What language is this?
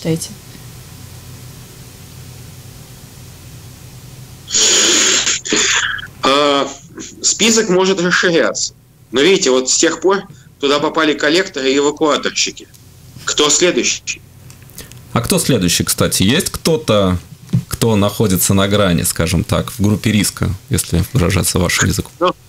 Russian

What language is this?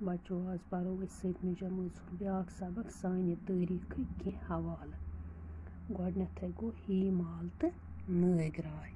Kashmiri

